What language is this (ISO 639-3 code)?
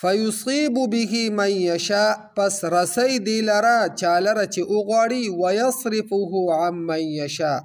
pus